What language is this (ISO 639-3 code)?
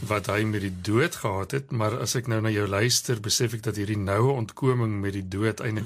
afr